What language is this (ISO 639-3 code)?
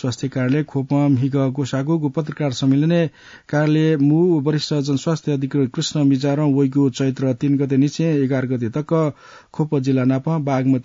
new